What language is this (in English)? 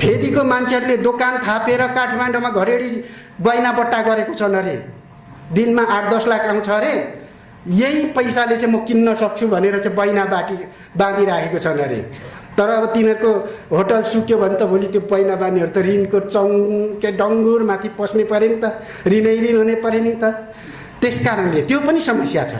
Nepali